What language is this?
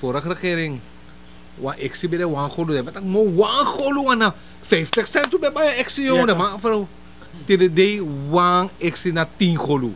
Sranan Tongo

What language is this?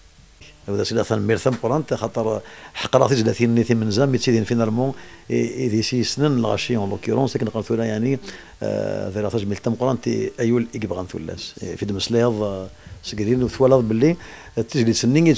Kabyle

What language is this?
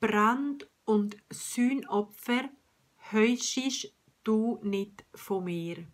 Swiss German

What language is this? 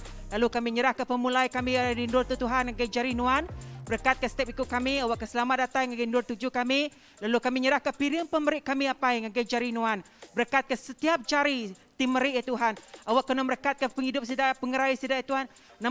Iban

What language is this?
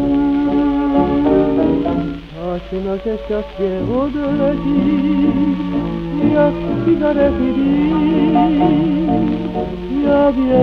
Slovak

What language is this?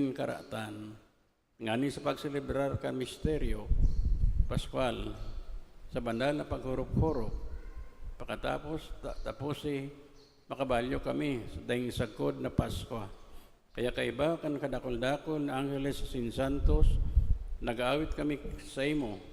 Bikol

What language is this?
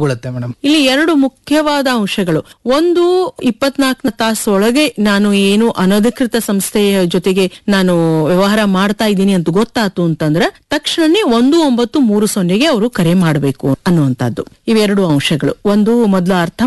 Kannada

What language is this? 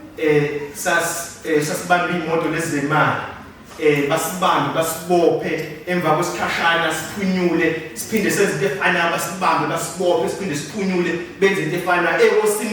Zulu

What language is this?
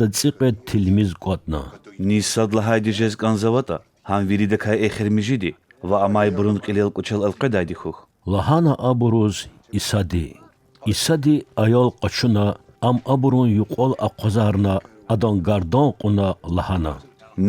Lezghian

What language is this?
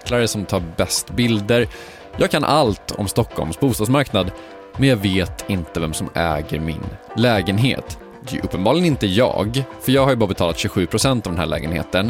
Swedish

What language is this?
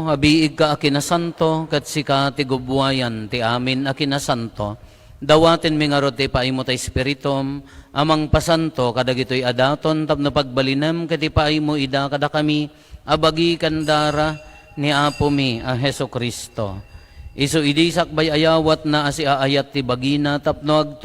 Iloko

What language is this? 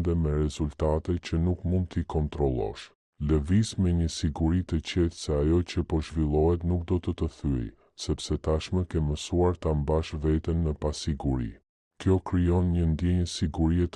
Albanian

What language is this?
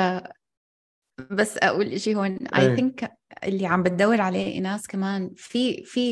North Levantine Arabic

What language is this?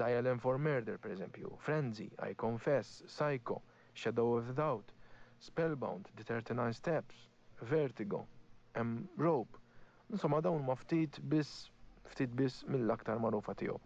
Maltese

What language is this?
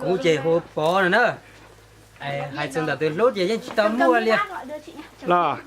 Hmong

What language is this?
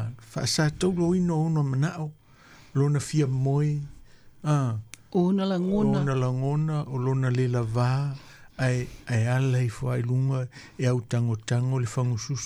Samoan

